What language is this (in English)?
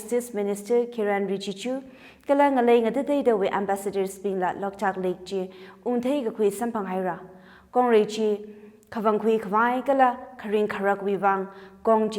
Tangkhul Naga (India)